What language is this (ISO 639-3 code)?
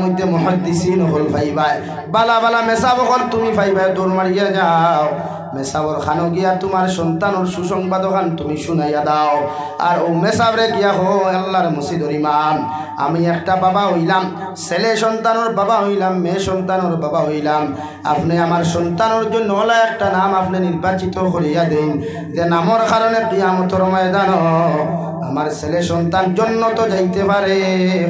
syl